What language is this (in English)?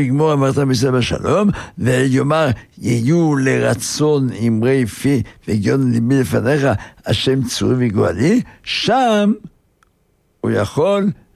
Hebrew